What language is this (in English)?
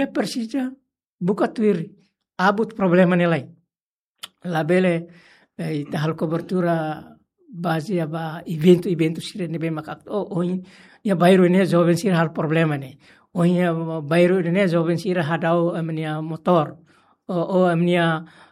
Tetum